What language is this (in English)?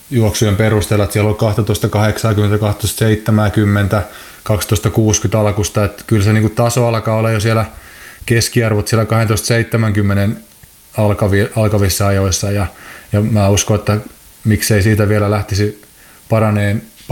Finnish